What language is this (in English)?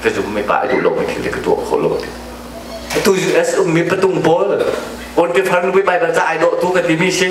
Hakha Chin